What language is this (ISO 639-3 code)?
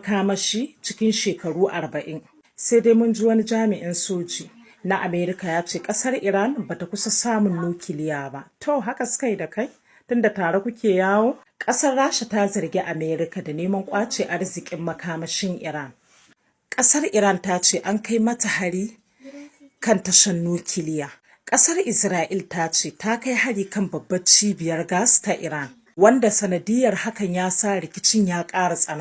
hau